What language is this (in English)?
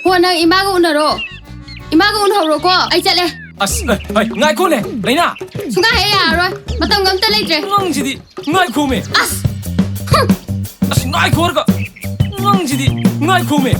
Manipuri